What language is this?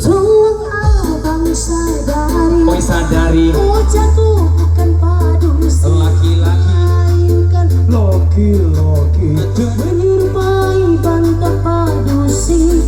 Minangkabau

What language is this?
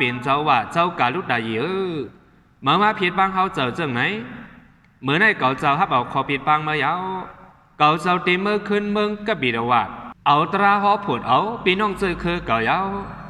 Shan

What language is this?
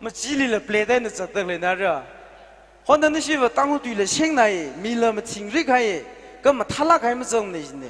Tangkhul Naga (India)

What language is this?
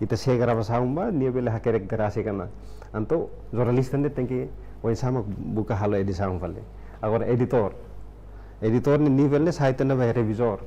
Tetum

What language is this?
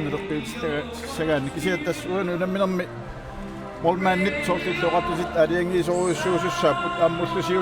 Kalaallisut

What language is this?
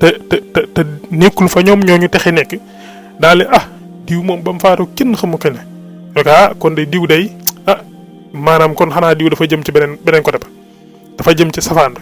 Wolof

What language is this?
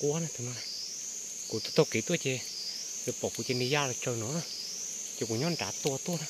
Hmong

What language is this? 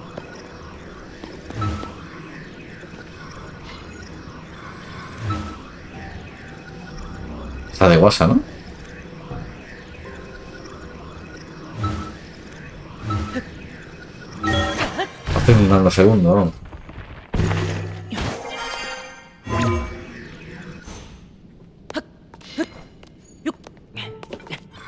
Spanish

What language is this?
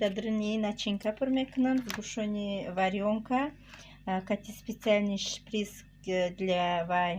Tajik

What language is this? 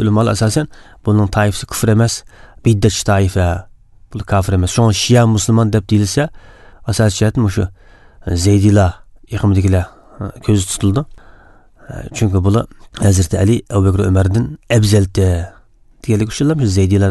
Uzbek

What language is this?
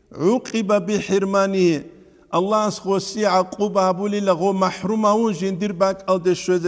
Avaric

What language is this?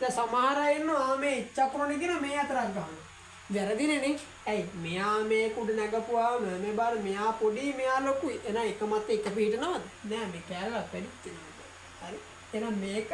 Sinhala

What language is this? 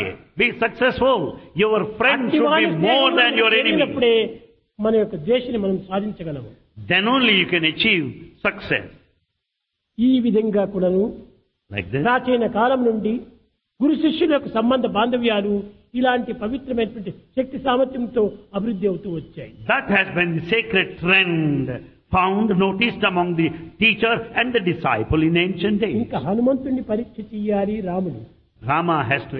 Telugu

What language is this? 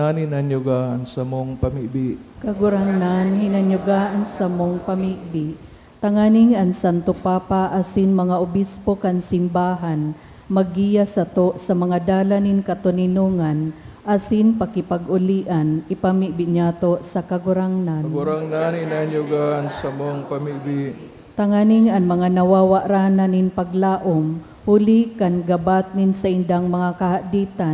Bikol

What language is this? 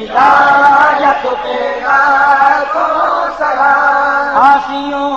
Saraiki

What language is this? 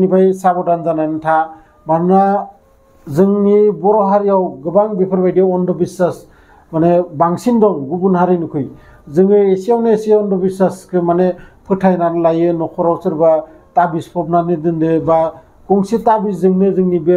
Bodo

